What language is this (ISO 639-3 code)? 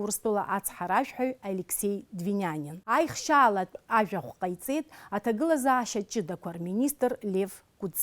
abk